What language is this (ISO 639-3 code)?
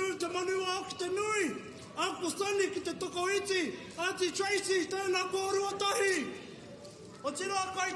mri